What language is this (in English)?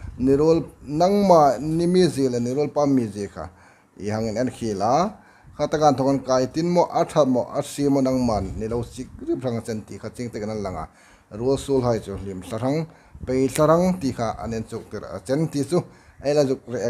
Hmar